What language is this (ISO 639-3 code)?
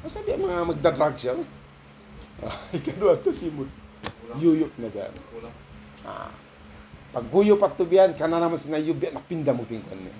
tsg